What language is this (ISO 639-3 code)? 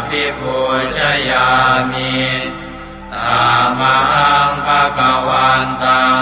pli